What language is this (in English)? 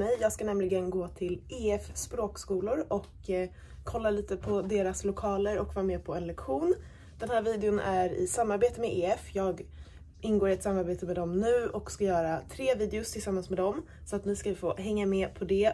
Swedish